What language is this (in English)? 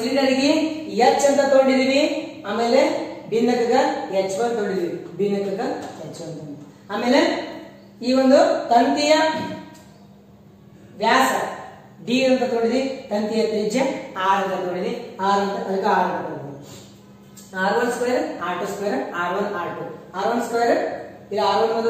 Kannada